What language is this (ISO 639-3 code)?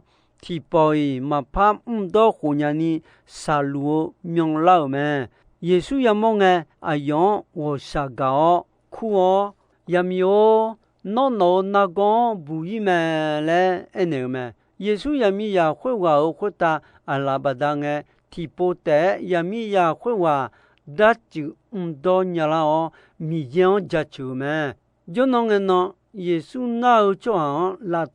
ahk